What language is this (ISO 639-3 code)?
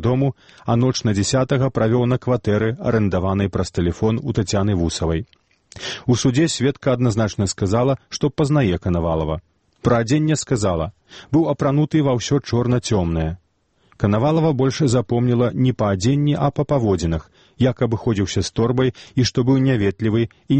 bel